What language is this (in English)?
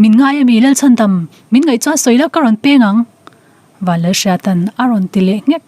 Mizo